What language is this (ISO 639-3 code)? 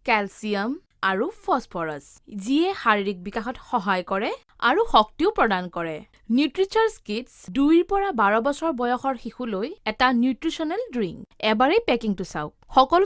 asm